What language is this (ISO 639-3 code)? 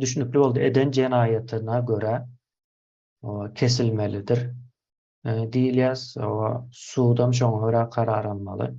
tuk